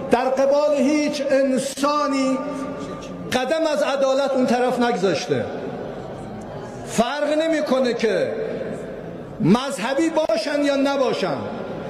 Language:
Persian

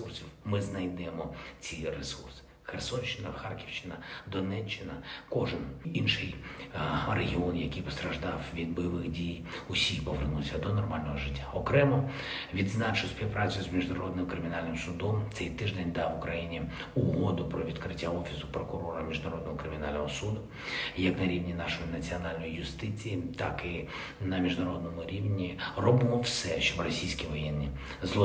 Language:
Ukrainian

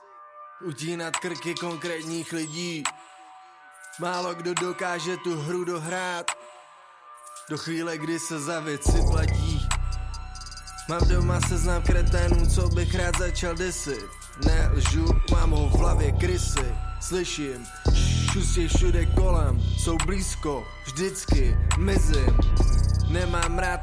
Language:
Czech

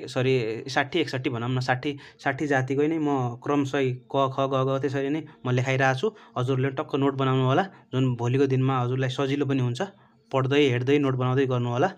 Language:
Nepali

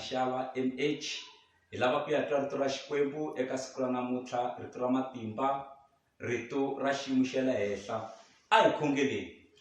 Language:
Tsonga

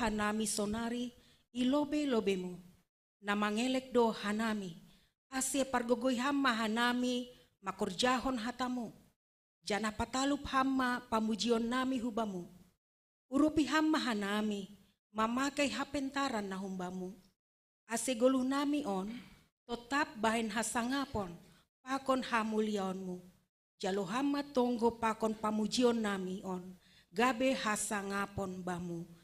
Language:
Batak Simalungun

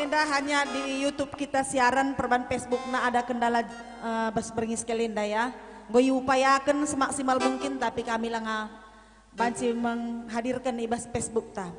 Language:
Batak Karo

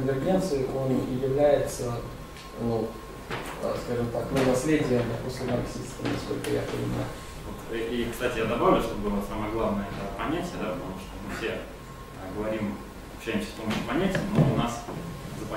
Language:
Russian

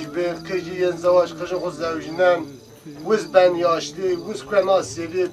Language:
Zaza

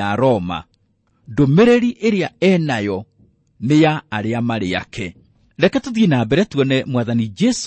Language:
Kikuyu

